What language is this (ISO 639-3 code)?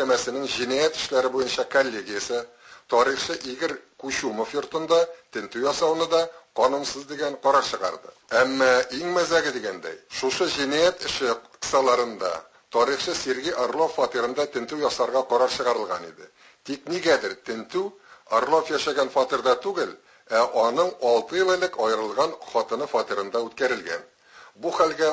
tat